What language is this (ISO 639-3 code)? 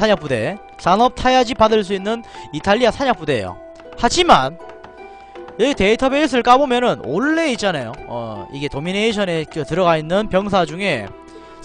kor